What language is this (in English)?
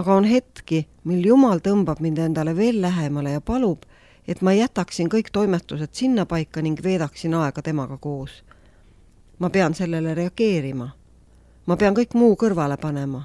Estonian